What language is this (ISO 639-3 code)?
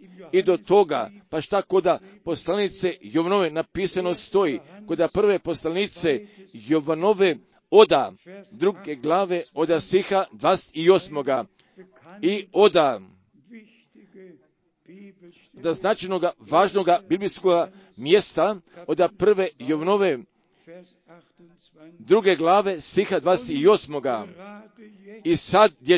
hrv